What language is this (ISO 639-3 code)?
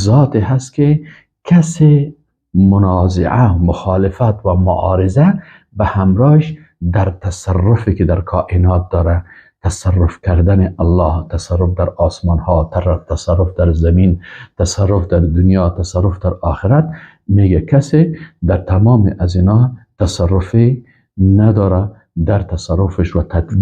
fas